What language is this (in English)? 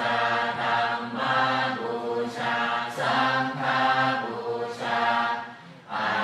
Pali